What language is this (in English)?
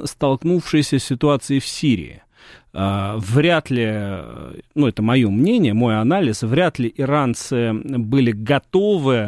Russian